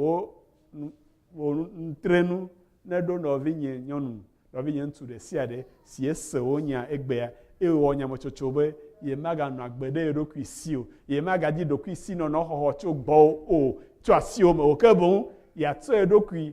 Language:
Ewe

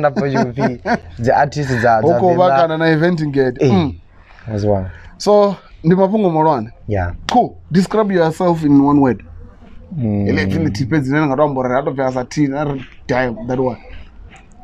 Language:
Venda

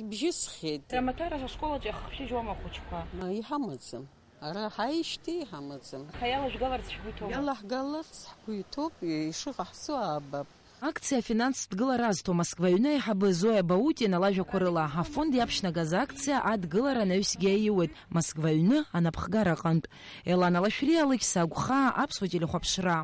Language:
Abkhazian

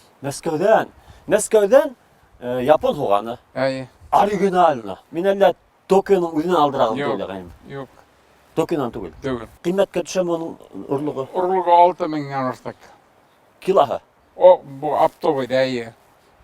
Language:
Bashkir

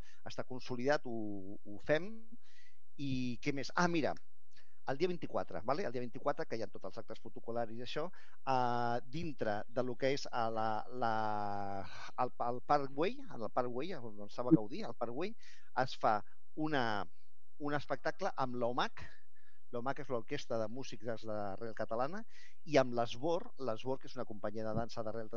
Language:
Catalan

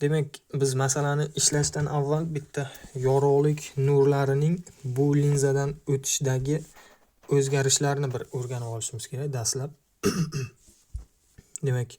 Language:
Uzbek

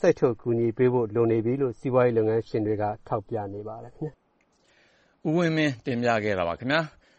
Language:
Burmese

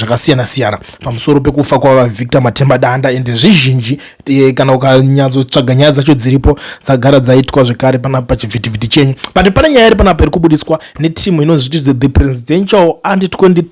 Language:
Shona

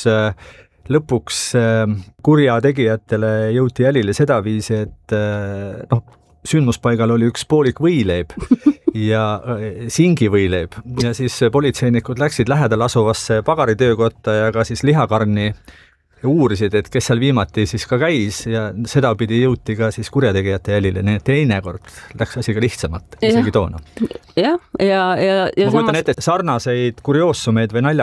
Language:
Estonian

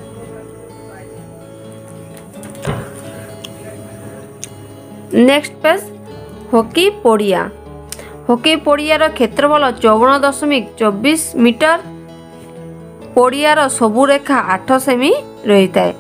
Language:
Odia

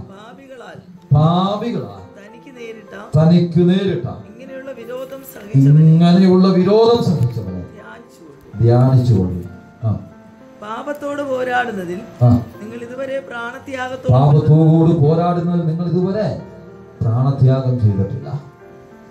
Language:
Malayalam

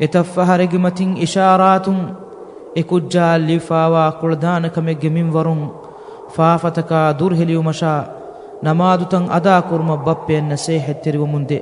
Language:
Divehi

